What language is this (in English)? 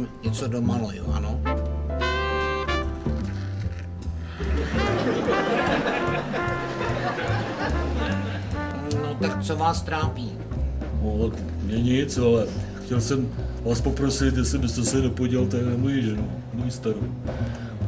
Czech